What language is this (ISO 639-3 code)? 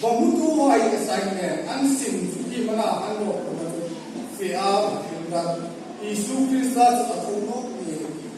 hmr